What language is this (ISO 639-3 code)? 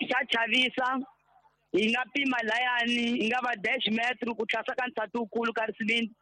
tso